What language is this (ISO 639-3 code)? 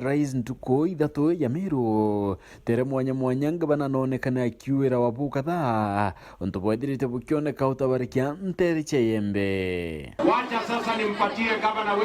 mer